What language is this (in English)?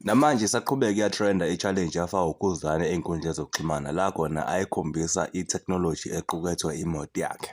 Zulu